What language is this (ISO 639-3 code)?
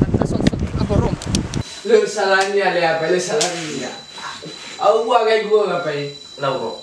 nia